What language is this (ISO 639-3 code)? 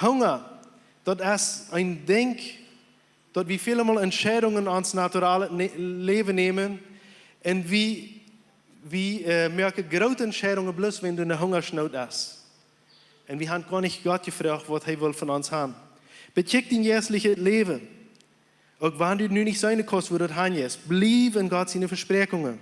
pdt